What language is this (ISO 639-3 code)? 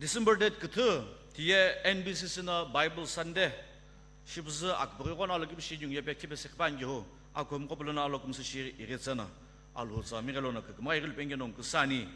nsm